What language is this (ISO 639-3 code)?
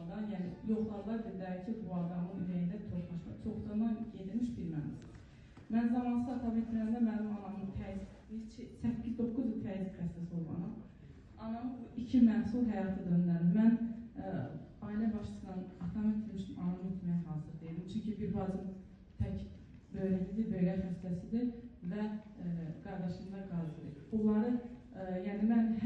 aze